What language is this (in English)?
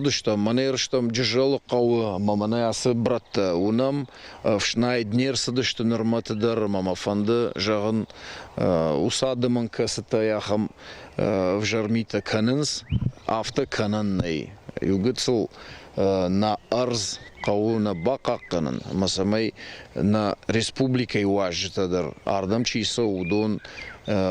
Ossetic